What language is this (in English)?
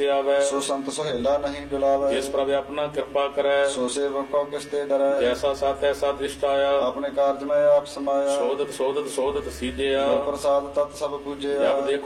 Punjabi